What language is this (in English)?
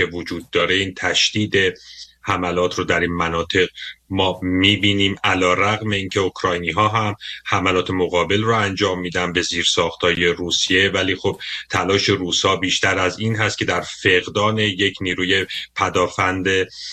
Persian